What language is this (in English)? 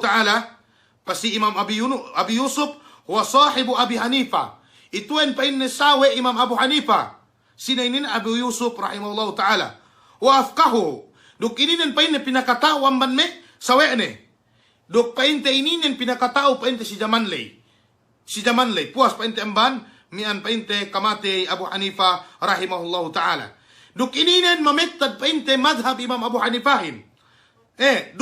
Yakan